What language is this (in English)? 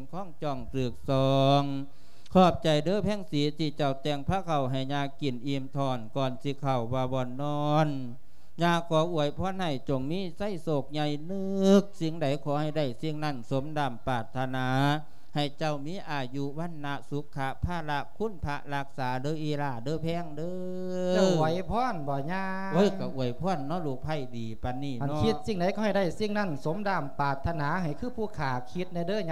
Lao